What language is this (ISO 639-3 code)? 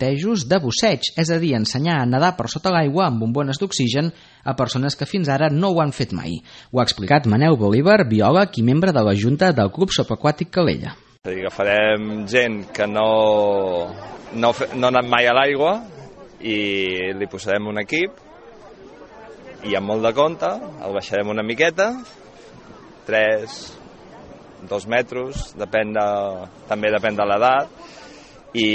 cat